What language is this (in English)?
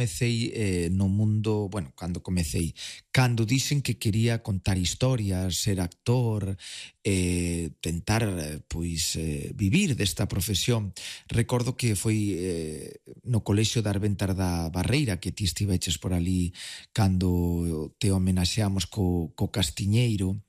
Galician